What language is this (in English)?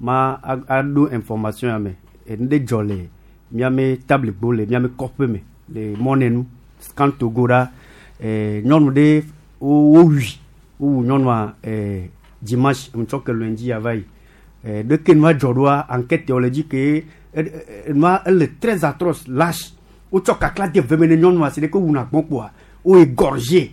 Gen